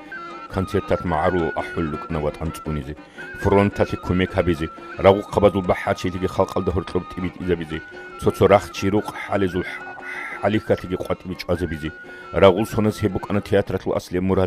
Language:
Avaric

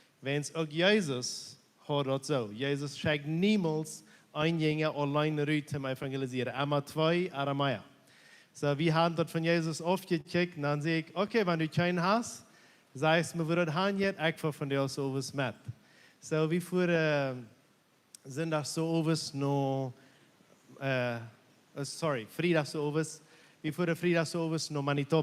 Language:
Plautdietsch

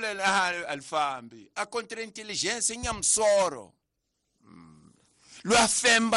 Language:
Tsonga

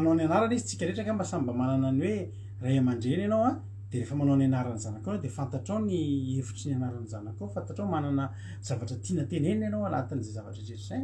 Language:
Malagasy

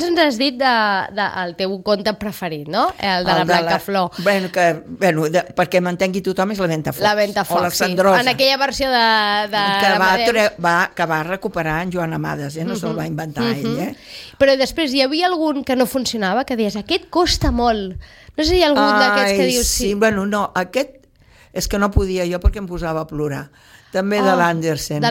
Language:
Catalan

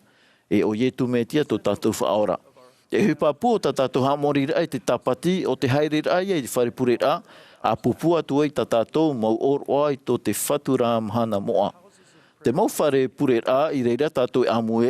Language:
Tahitian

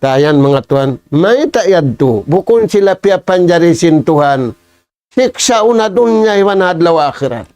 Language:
Tausug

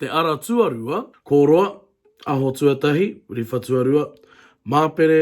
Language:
Māori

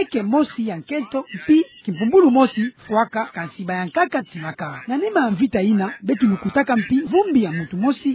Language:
Kituba (Democratic Republic of Congo)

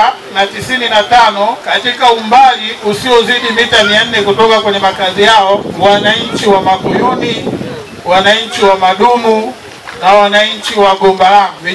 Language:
Swahili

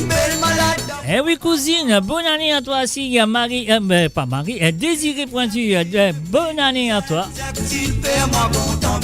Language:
Morisyen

